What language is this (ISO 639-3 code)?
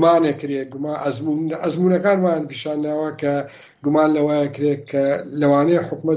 ckb